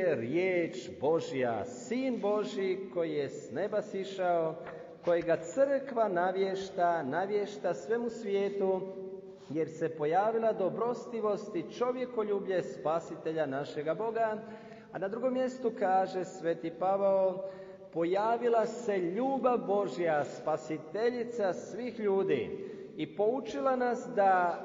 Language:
Croatian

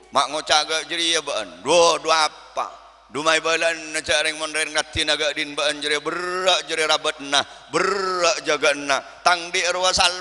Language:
Madurese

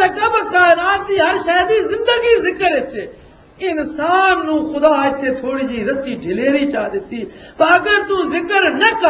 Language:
Western Panjabi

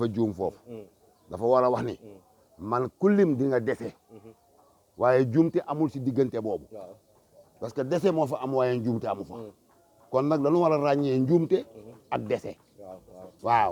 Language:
Wolof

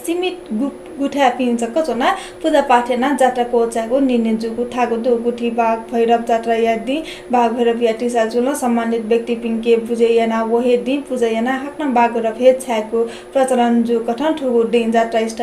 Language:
Newari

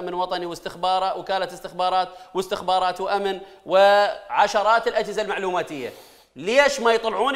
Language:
Mesopotamian Arabic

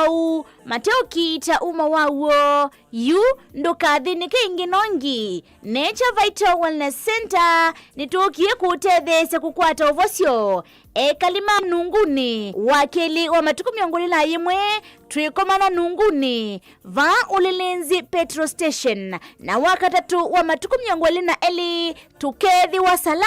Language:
Kamba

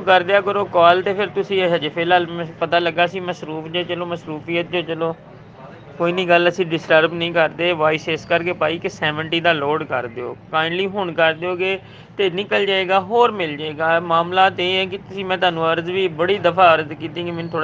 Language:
Punjabi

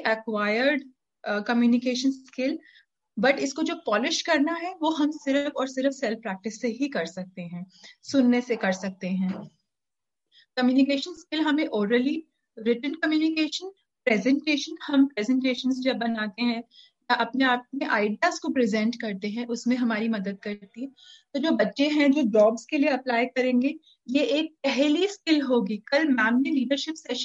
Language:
Hindi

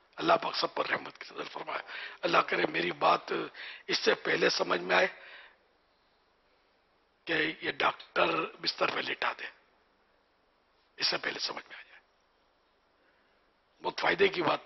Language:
Urdu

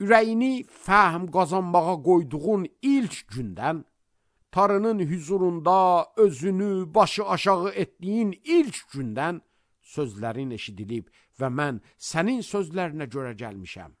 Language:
Azerbaijani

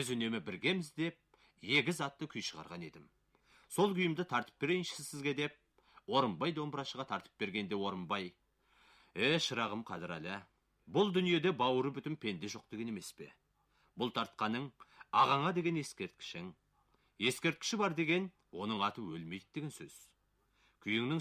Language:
Kazakh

